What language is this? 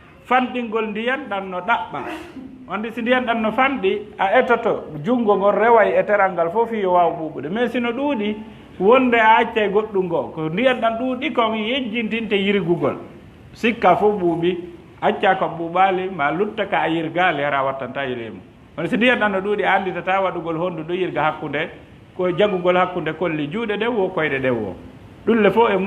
Fula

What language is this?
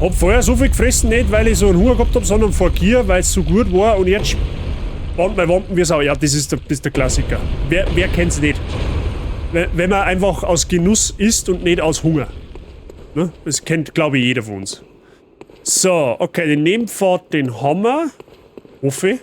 Bavarian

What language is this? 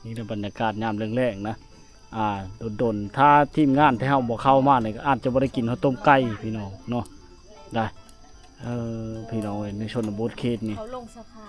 Lao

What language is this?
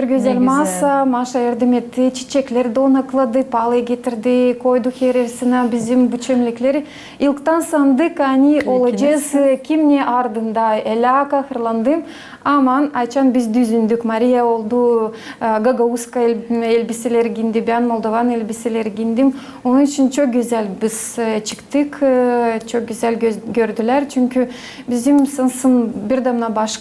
Gagauz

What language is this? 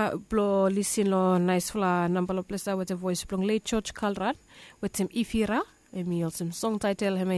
Bislama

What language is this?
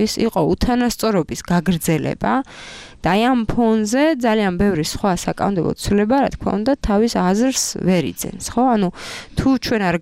Georgian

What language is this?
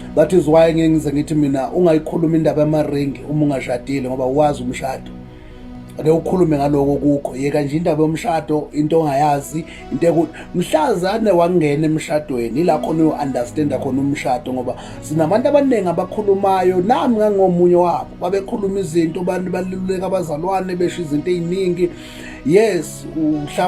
Zulu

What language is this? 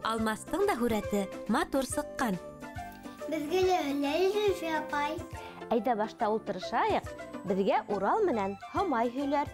Bashkir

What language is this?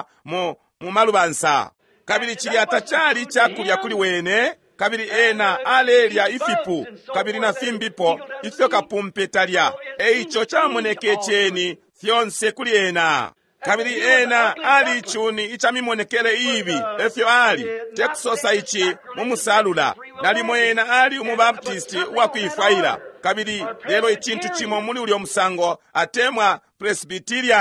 Bemba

